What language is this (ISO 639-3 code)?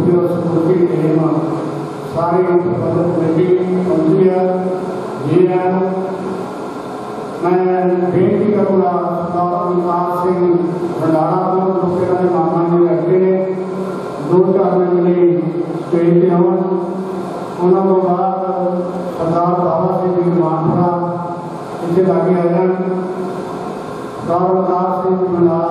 pan